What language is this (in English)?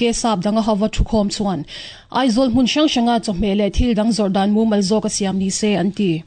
Mizo